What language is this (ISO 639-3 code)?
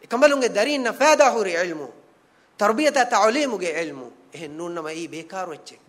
div